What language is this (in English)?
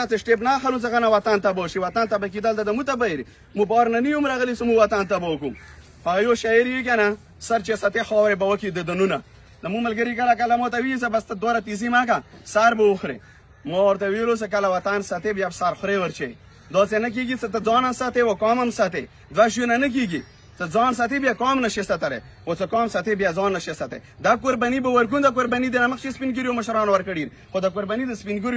Pashto